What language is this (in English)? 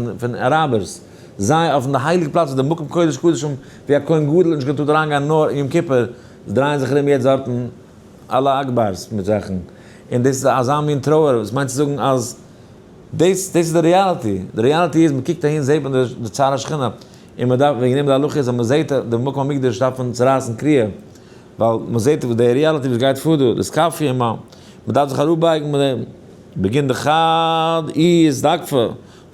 Yiddish